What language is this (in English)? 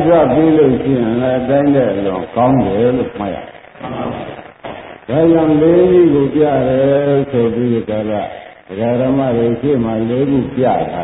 Burmese